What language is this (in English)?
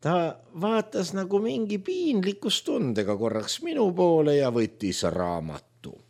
Estonian